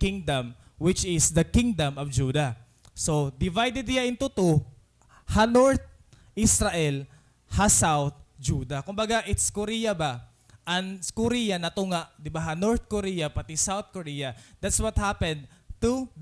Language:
Waray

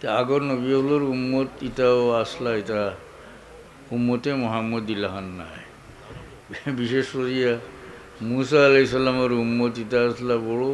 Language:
Sylheti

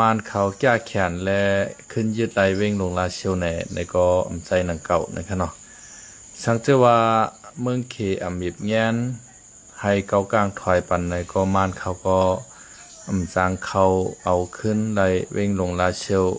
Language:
Shan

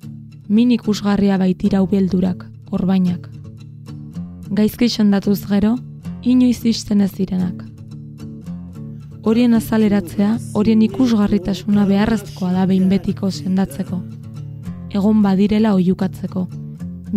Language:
Basque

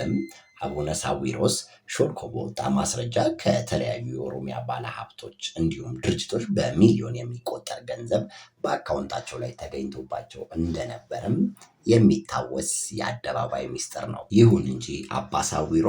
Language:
Amharic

